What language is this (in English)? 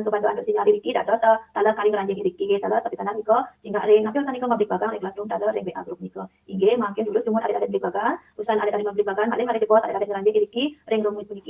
Balinese